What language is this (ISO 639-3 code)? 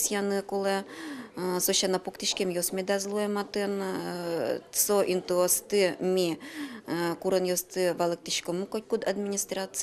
udm